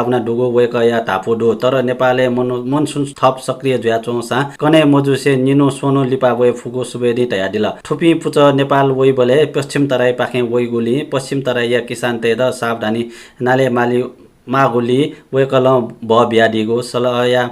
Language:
Newari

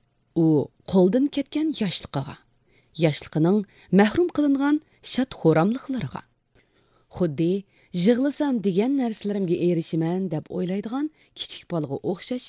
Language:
Uyghur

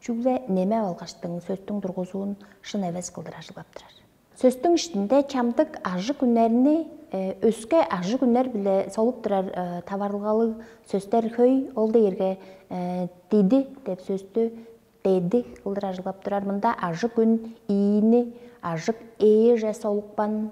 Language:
Tuvinian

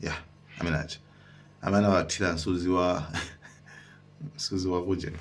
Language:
Nyanja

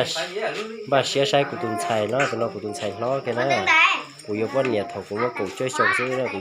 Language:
Hmong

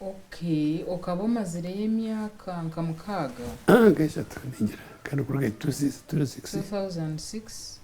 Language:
Nyankole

